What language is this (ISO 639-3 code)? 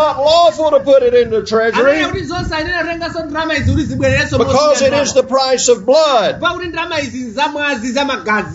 nya